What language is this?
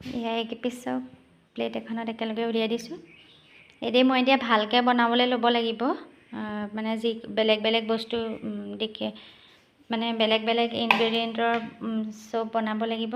Assamese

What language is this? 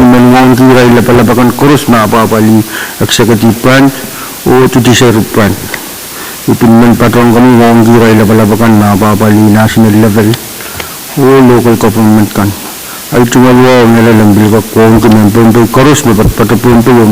Pohnpeian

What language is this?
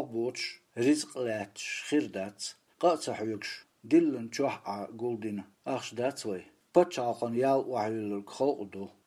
Chechen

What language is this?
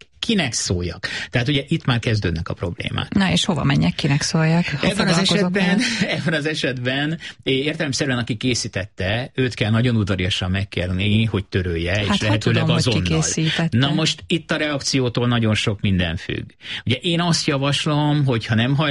Hungarian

